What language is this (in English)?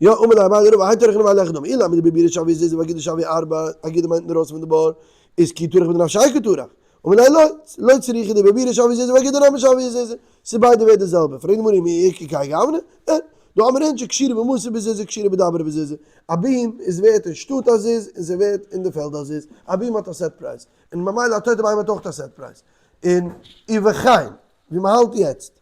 Yiddish